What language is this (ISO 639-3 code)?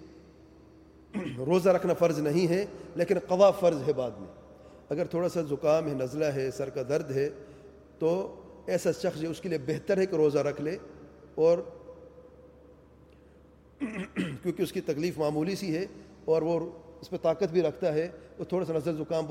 urd